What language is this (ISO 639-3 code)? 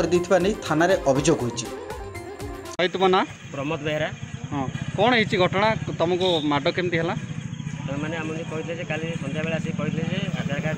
ori